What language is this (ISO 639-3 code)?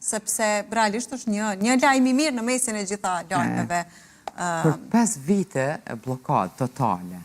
sqi